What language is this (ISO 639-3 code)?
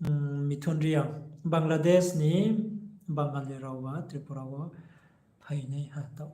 ria